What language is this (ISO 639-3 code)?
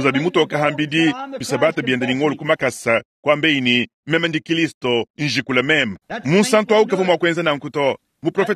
lua